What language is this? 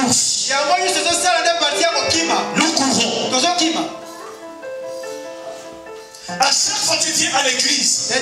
French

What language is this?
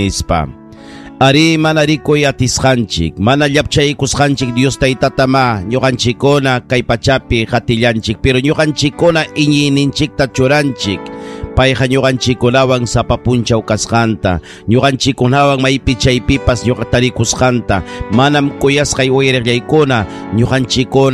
Ayacucho Quechua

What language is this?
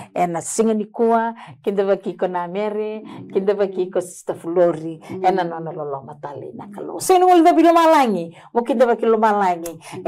Fijian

